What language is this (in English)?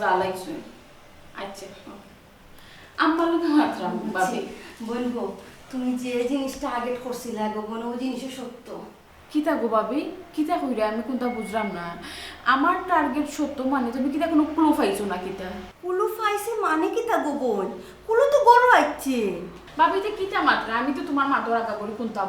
Sylheti